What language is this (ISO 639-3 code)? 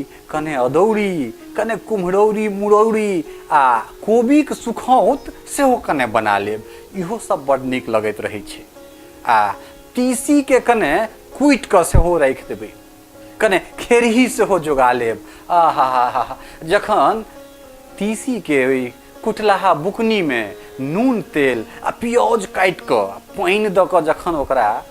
mai